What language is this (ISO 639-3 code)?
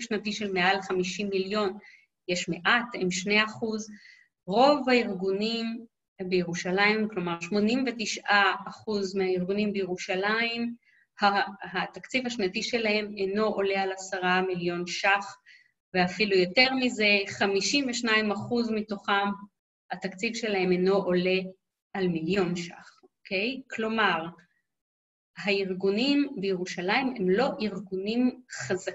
heb